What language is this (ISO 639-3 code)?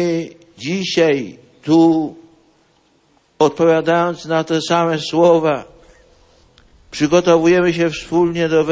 pol